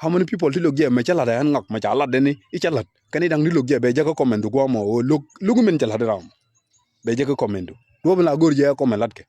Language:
Nuer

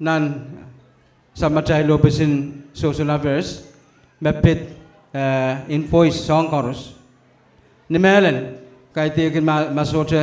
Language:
Pohnpeian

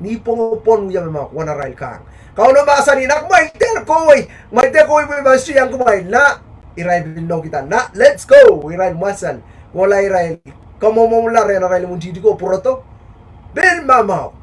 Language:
Pohnpeian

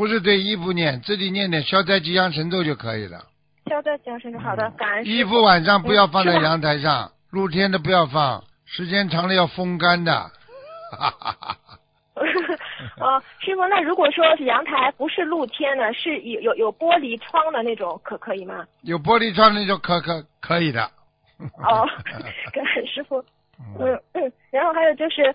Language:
Chinese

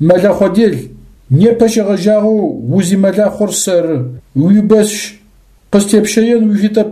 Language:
Adyghe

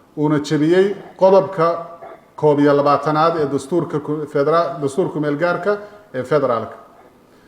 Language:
Somali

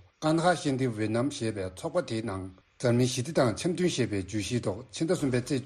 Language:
Tibetan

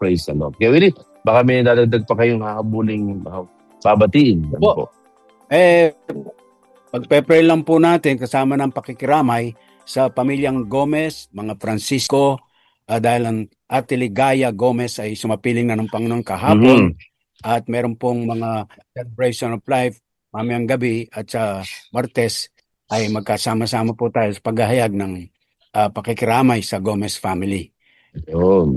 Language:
Filipino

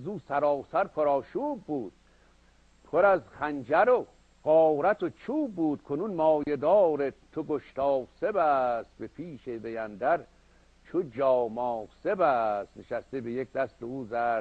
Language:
Persian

